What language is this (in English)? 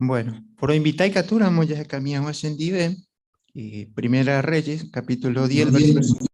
Guarani